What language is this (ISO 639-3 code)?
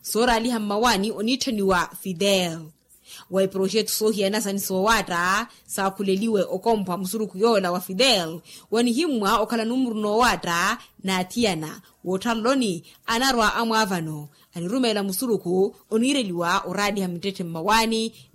vmw